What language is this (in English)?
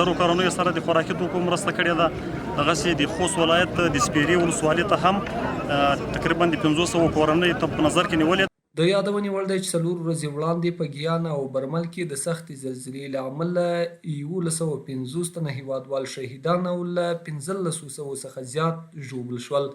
Pashto